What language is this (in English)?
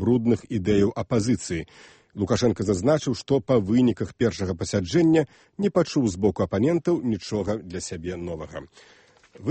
Belarusian